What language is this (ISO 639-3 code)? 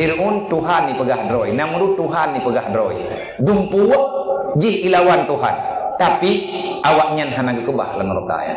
ace